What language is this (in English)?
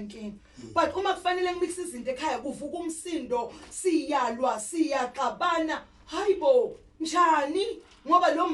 Zulu